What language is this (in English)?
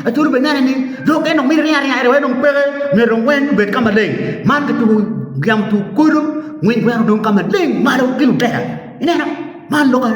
Acoli